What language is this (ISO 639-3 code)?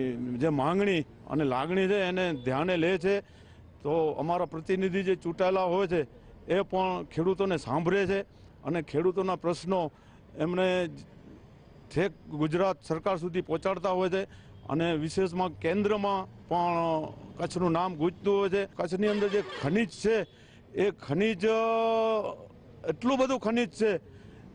guj